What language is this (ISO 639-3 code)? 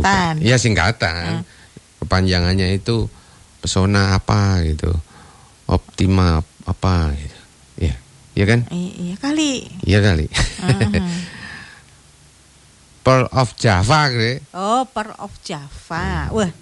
ind